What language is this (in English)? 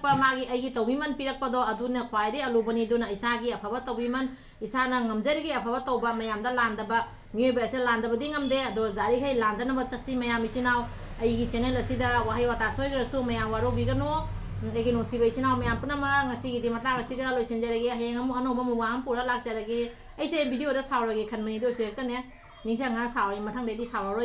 Manipuri